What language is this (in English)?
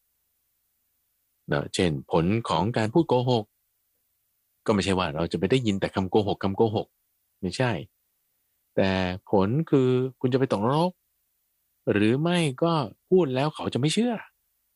Thai